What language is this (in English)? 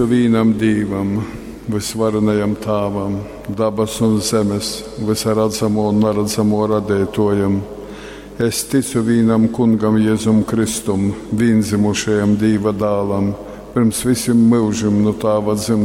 Latgalian